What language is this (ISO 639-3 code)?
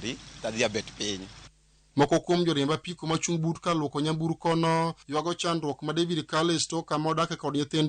luo